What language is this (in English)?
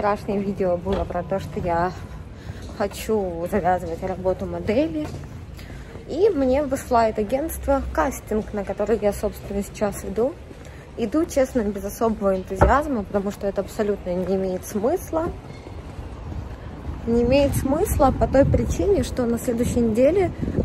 Russian